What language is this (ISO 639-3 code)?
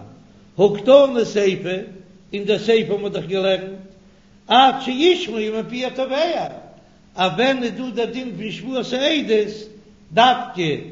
yid